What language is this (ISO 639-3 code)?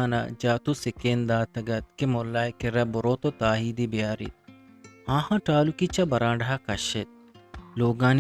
bgp